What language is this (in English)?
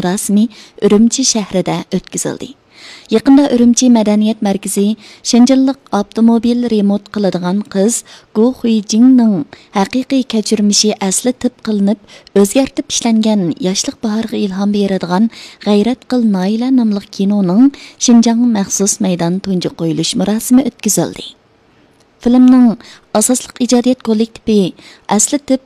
Uyghur